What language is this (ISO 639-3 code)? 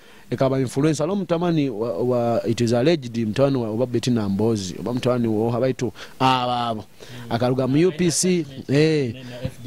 nyo